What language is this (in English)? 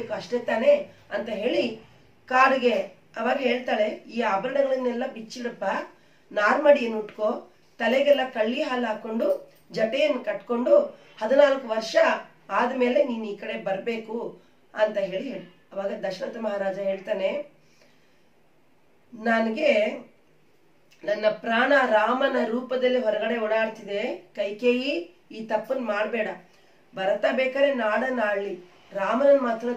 Kannada